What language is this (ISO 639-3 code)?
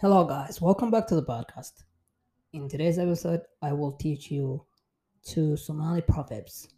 eng